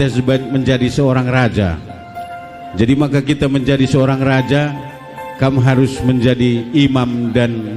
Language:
Batak Karo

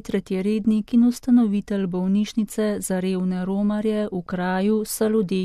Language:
Slovenian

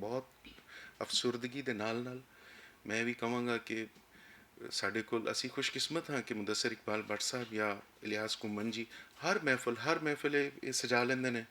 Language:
Western Panjabi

